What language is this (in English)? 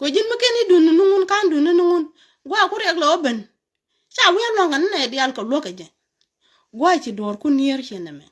Nuer